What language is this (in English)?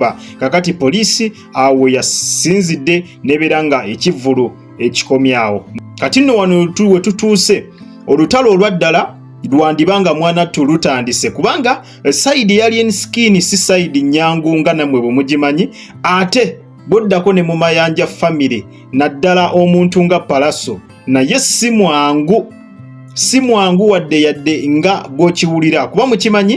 Ganda